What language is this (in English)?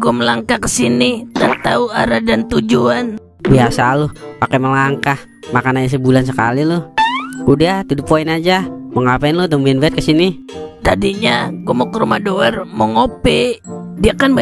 Betawi